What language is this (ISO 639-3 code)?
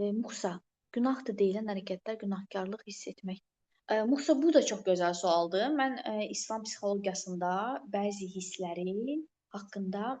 aze